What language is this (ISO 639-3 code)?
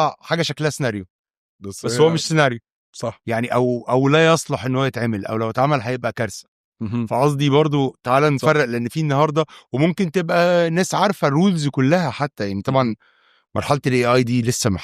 arz